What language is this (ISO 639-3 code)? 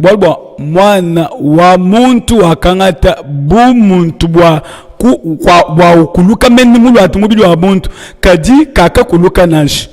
lua